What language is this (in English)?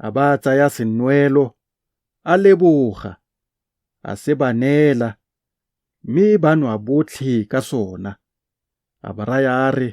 Tswana